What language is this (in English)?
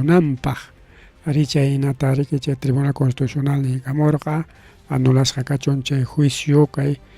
Ayacucho Quechua